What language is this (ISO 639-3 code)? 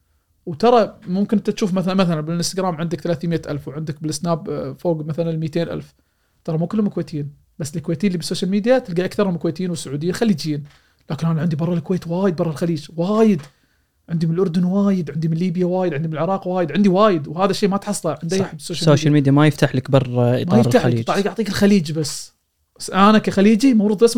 afb